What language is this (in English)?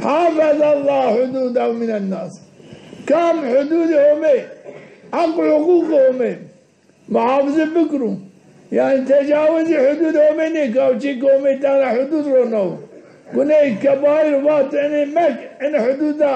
Zaza